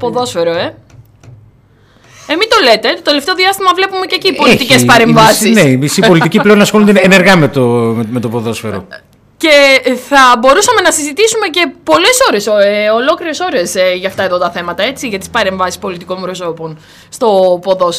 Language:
Greek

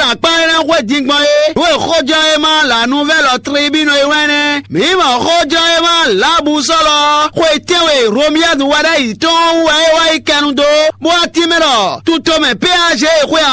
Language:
Fon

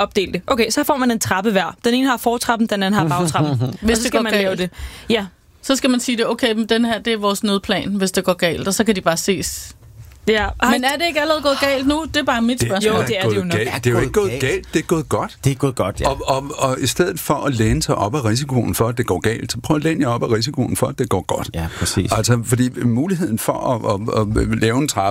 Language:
Danish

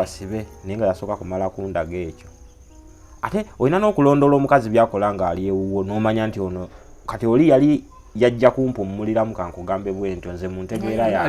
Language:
Ganda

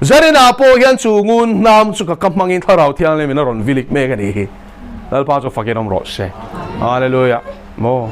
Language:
Mizo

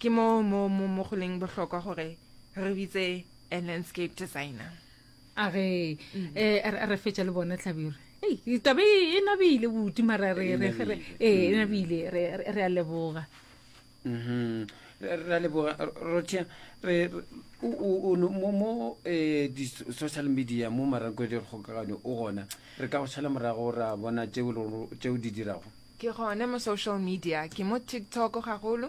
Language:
Northern Sotho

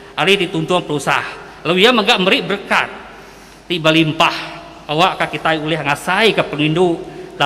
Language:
Iban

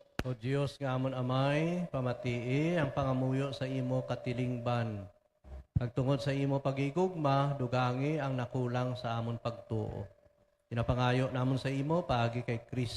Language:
Hiligaynon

